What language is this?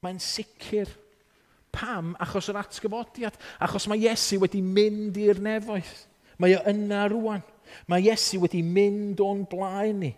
Welsh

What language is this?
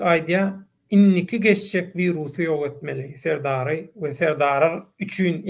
Turkmen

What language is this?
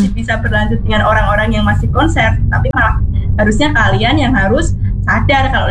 Indonesian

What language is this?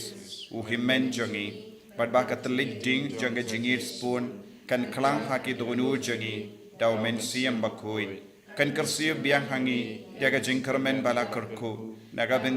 Khasi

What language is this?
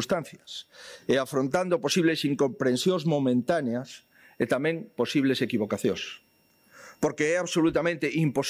Galician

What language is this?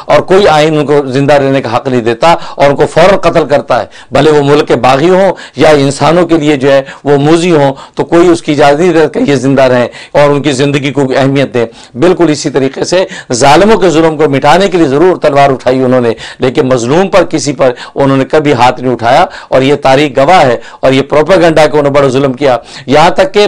Urdu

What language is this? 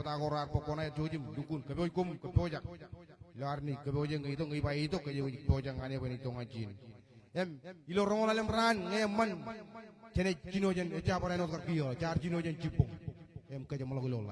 Marshallese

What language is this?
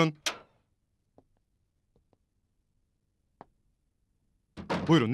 Turkish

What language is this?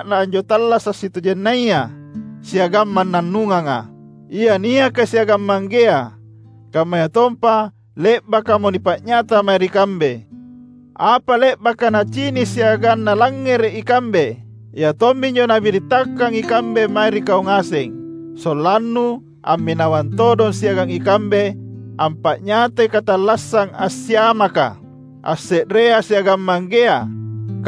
Makasar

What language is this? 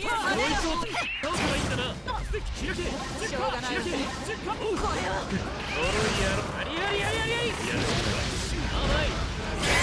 Japanese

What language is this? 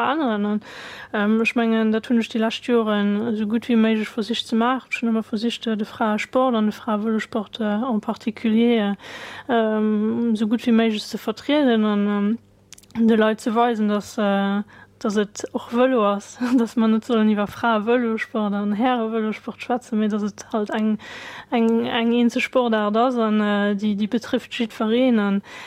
Luxembourgish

